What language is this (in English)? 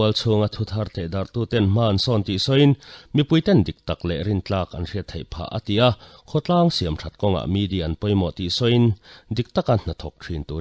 Mizo